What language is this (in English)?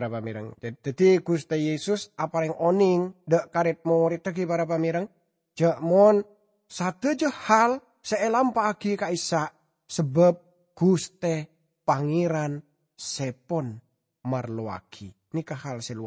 Madurese